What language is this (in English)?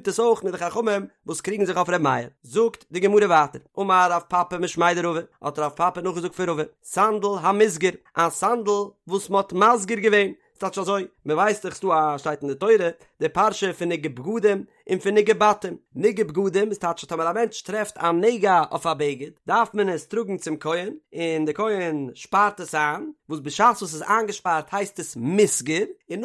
Yiddish